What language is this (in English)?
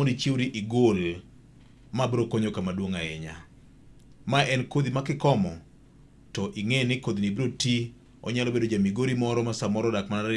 Luo (Kenya and Tanzania)